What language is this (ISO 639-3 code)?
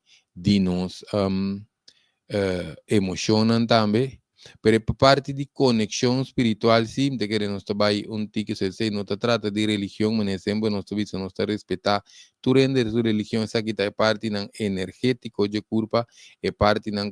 pap